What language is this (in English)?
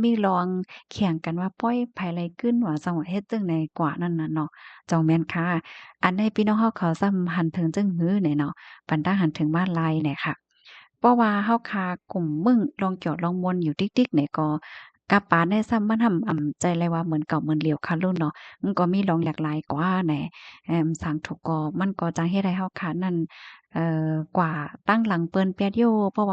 Shan